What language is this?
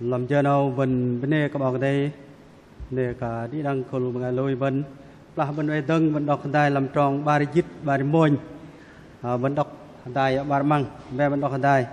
Bahnar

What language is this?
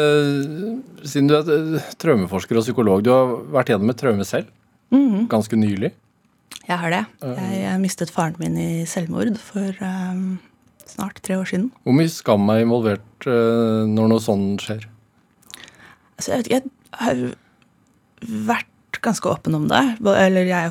Norwegian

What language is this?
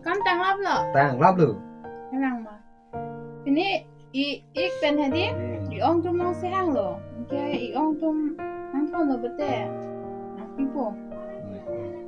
Karbi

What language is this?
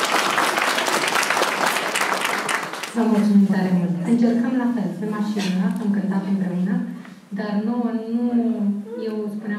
Romanian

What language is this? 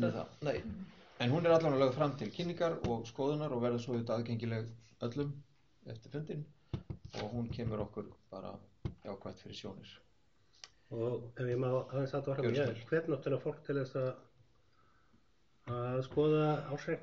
Icelandic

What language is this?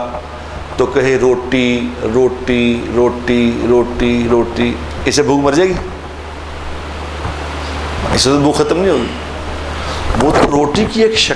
Urdu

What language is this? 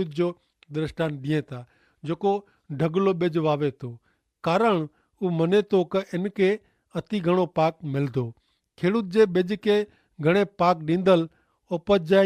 Kachhi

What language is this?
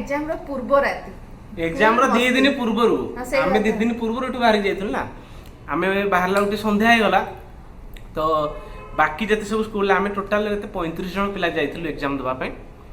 Odia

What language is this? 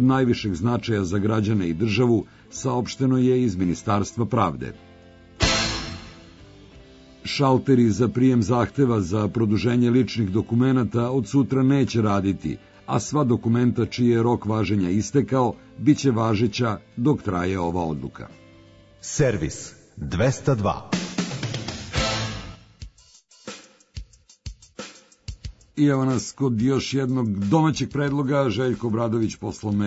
Serbian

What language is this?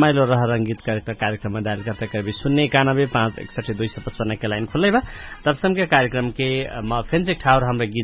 Dangaura Tharu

